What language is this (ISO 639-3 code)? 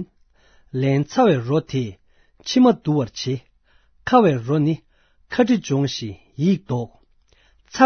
bod